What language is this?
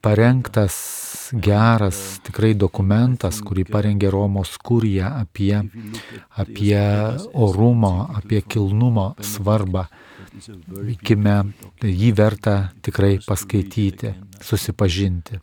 Lithuanian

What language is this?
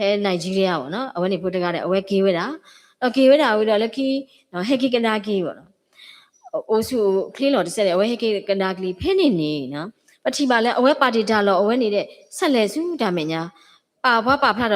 S'gaw Karen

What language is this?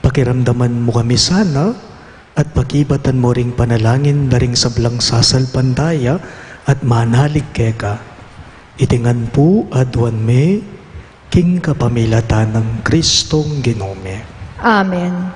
Pampanga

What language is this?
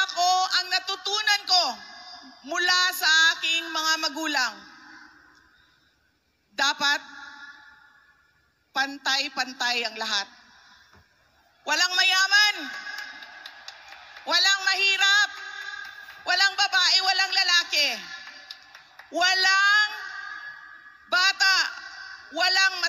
Filipino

